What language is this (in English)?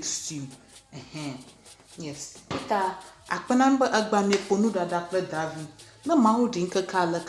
Ewe